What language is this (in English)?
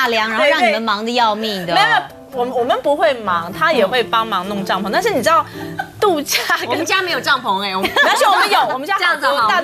Chinese